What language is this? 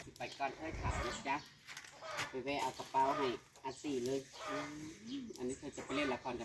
Northeastern Thai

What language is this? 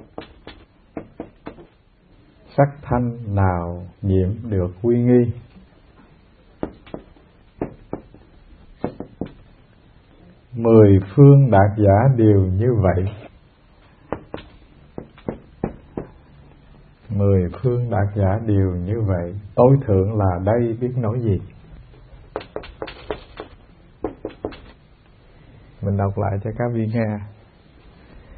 Vietnamese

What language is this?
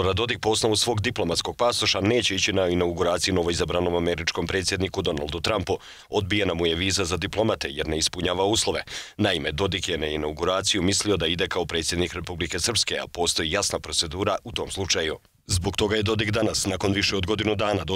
Serbian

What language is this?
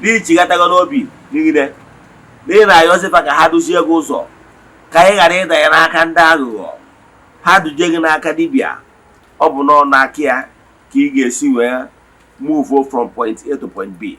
Igbo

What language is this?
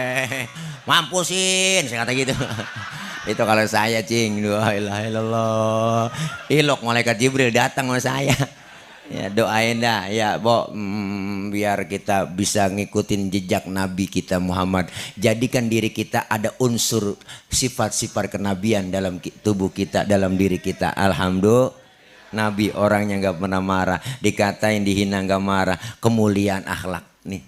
Betawi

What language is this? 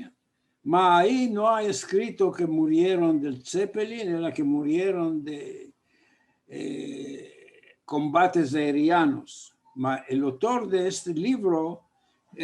Ladino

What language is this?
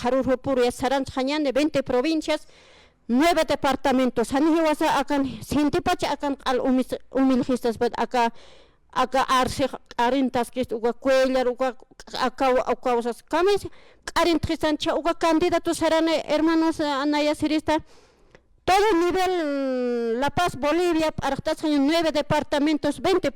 Aymara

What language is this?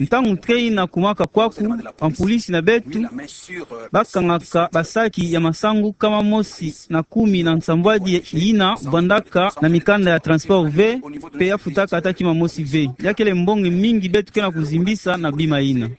Kituba (Democratic Republic of Congo)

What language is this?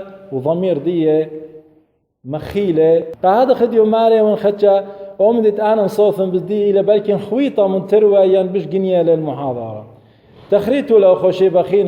Assyrian Neo-Aramaic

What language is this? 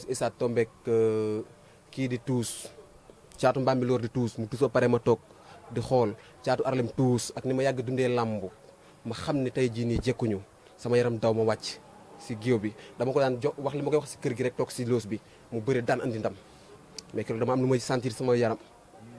Wolof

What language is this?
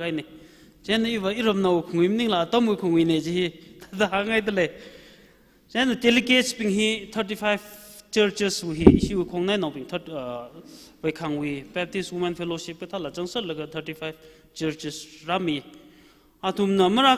Tangkhul Naga (India)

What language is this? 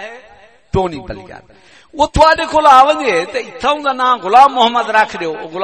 Saraiki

